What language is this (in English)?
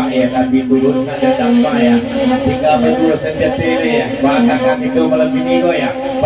Minangkabau